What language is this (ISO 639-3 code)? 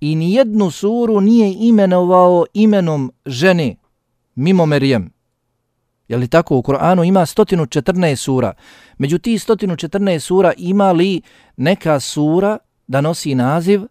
bos